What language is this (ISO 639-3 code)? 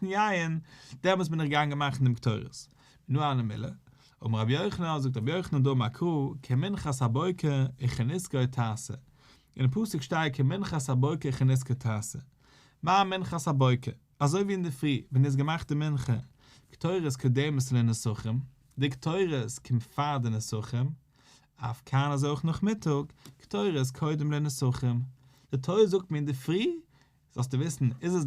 yid